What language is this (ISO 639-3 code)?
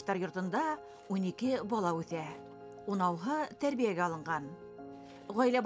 bak